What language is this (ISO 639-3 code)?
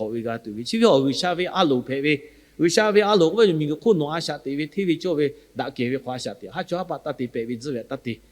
lhu